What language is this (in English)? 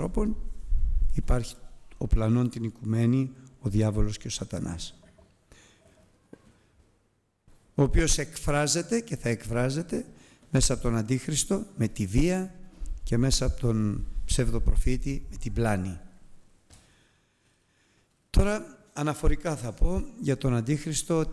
Greek